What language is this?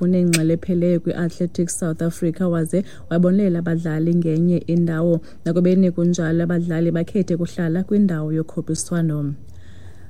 Xhosa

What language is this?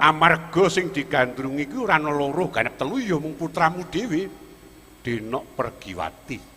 Javanese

